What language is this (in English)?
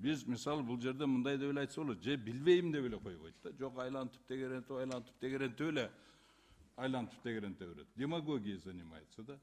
Kyrgyz